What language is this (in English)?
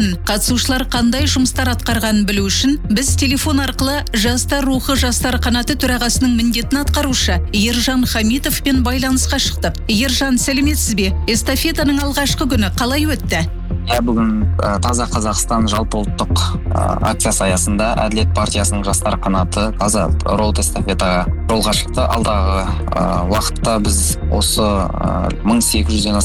Kazakh